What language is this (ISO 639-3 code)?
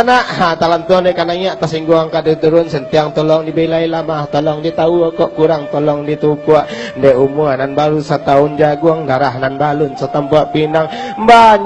min